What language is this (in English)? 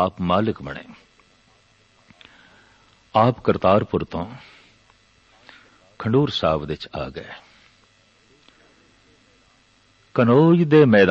Punjabi